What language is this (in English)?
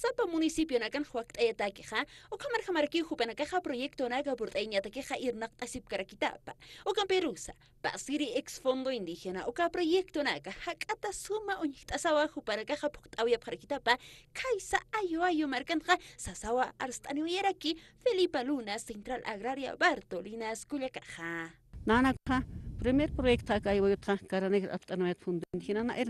Aymara